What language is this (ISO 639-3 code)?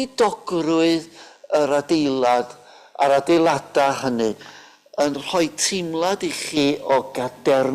cym